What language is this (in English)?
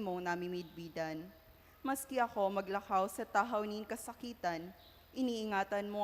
Bikol